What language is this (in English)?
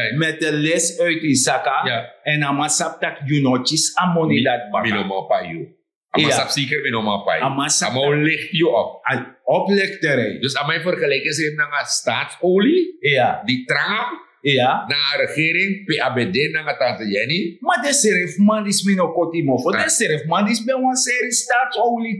Sranan Tongo